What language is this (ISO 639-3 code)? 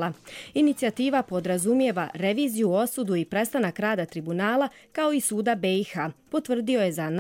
bos